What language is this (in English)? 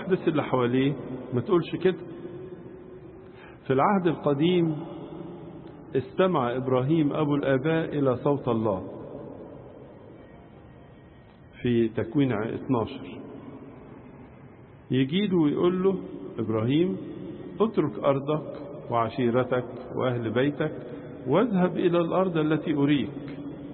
Egyptian Arabic